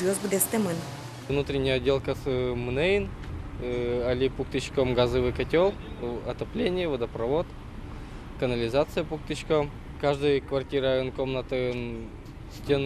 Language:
Udmurt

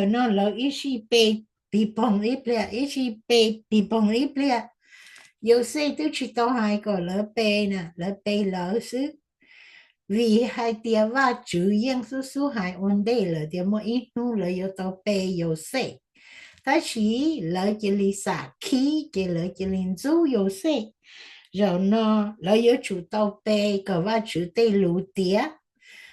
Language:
Hmong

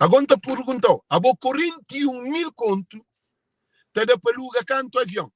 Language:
Kabuverdianu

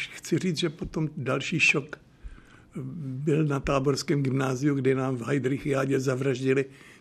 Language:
Czech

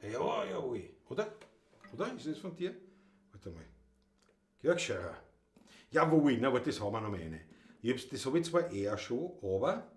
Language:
Bavarian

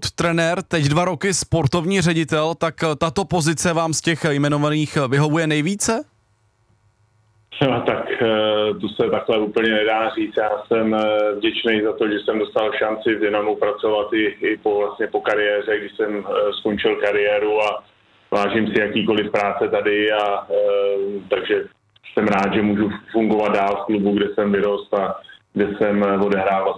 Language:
Czech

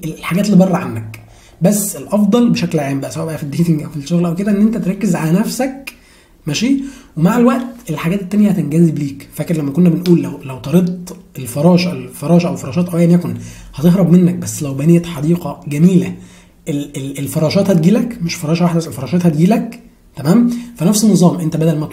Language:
Egyptian Arabic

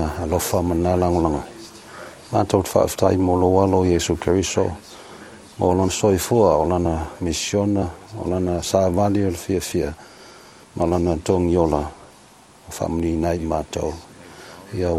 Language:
Samoan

